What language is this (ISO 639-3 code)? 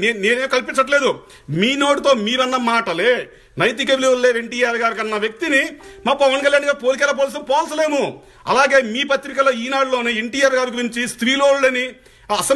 tel